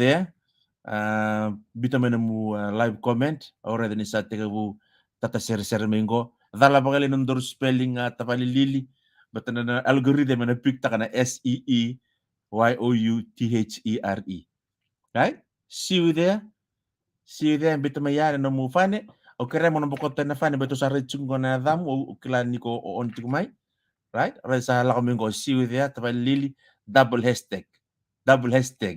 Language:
Fijian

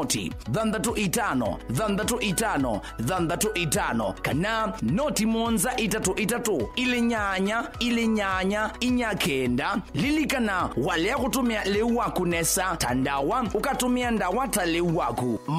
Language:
Kamba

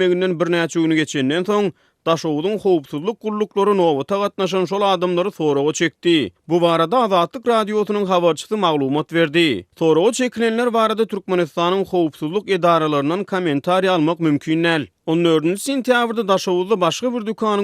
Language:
Turkmen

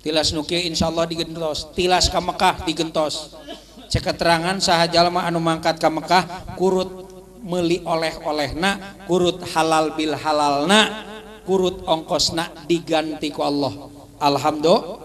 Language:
Sundanese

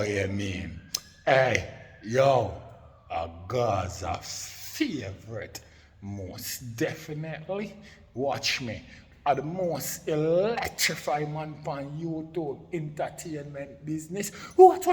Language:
Jamaican Creole English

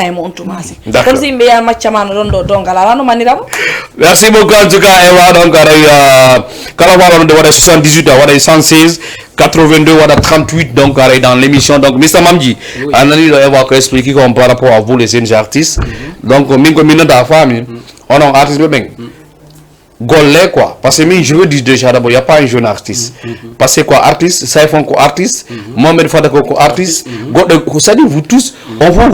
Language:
Fula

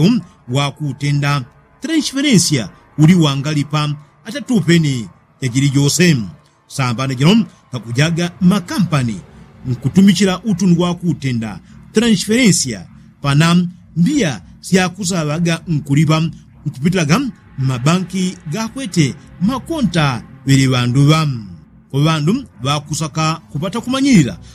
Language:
Yao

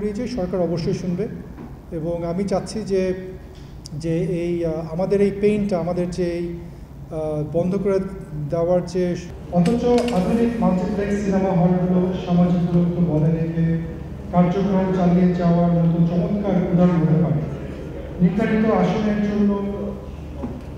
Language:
Bangla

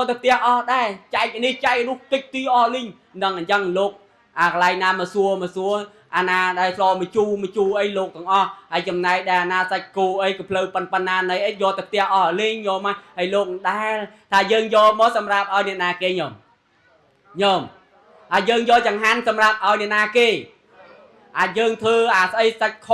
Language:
Khmer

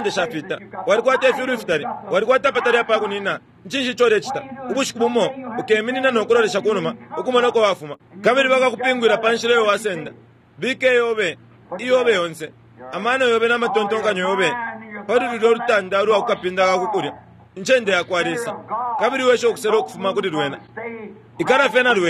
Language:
Bemba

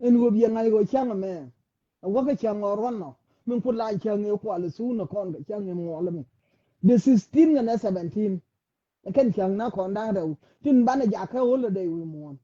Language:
Nuer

